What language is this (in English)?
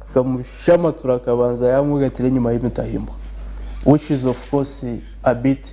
Nyankole